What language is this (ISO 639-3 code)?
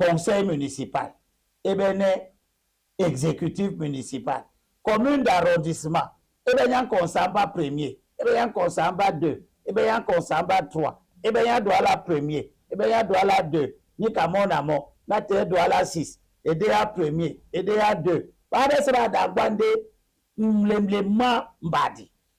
dua